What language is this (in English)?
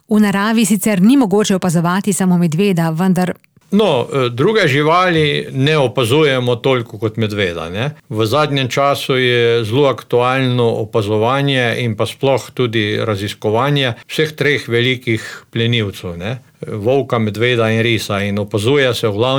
Slovenian